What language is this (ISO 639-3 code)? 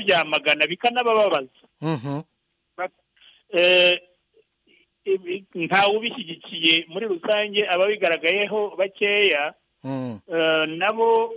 kin